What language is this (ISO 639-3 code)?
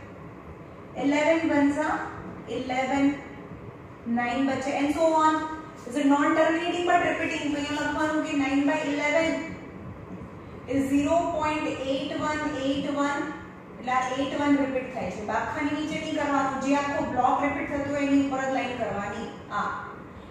guj